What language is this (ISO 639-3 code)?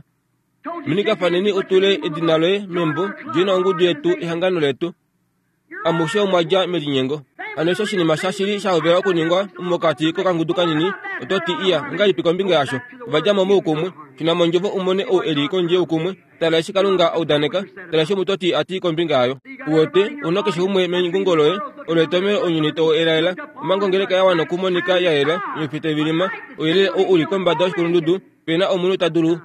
kua